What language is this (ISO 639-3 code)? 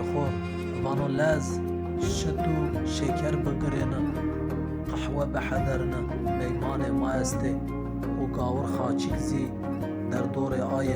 zza